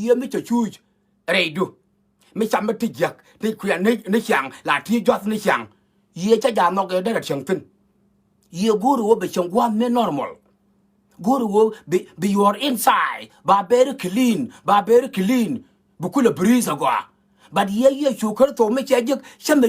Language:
Nuer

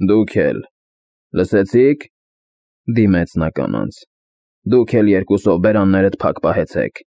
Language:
Armenian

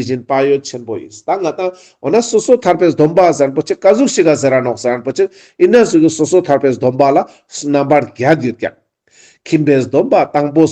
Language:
Ladakhi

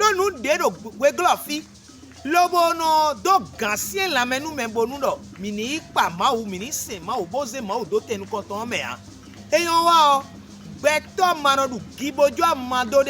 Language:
Fon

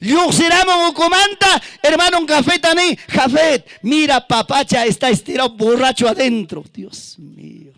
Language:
Ayacucho Quechua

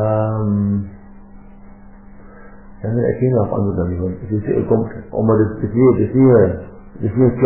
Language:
Afrikaans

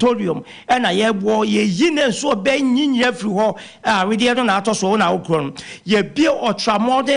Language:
Akan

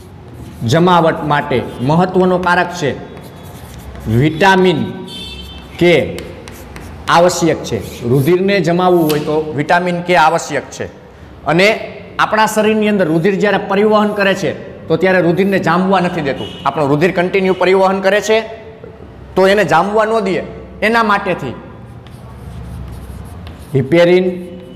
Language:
Gujarati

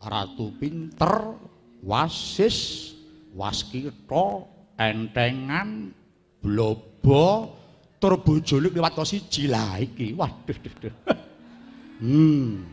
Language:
Javanese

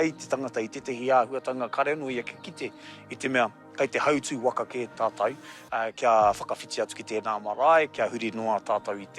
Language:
Māori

